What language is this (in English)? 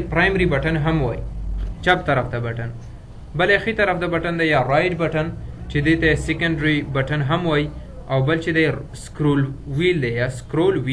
Pashto